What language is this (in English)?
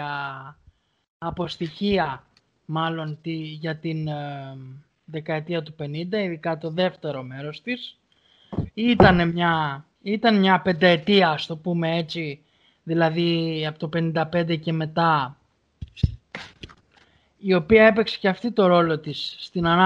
Greek